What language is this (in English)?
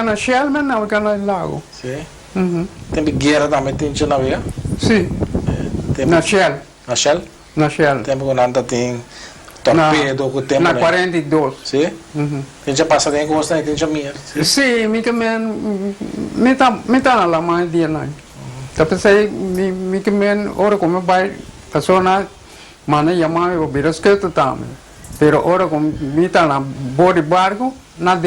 Papiamento